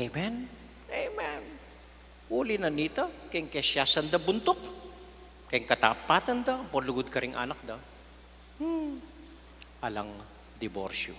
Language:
Pampanga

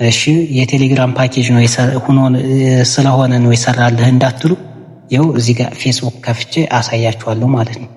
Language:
Amharic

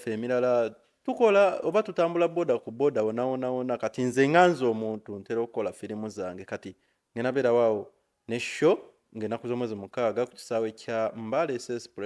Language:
Ganda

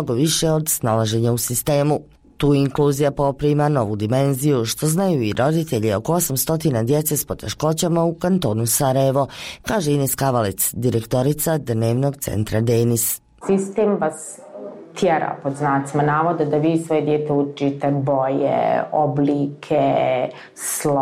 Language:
Bosnian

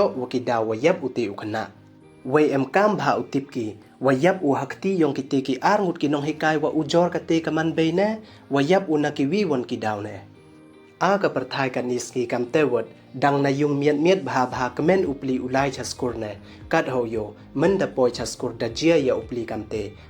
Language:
Pnar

